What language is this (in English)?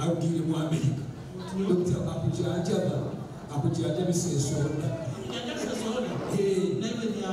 Nyoro